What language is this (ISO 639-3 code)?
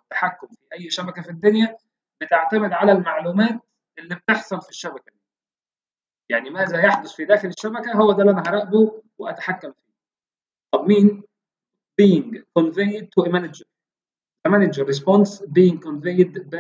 arz